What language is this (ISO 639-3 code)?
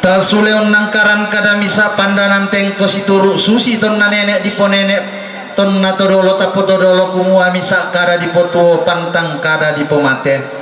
sda